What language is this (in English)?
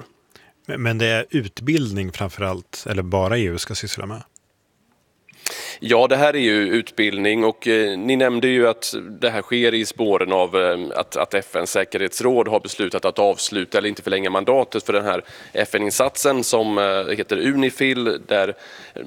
Swedish